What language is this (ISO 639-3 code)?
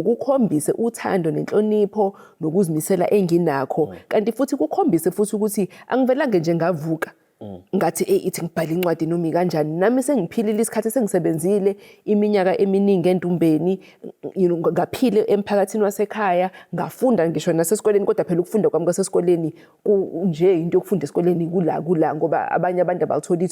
zul